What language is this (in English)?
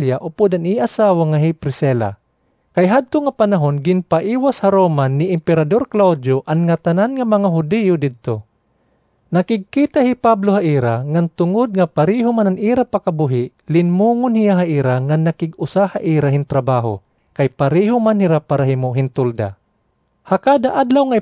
Waray